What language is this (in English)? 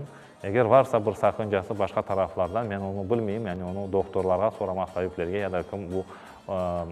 Crimean Tatar